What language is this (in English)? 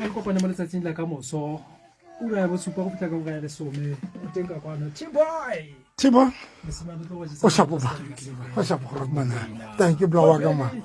Southern Sotho